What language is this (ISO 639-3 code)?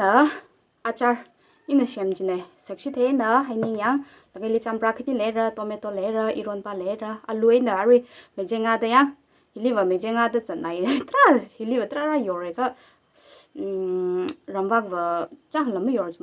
nmf